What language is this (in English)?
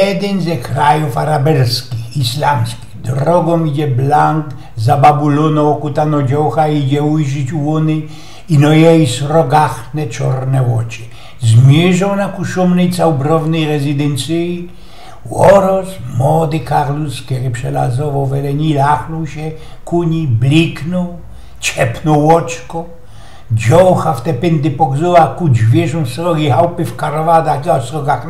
Silesian